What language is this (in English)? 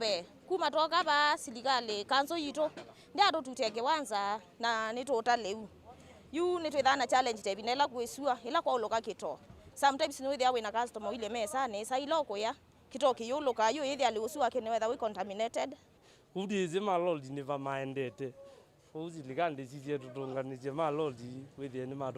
Kamba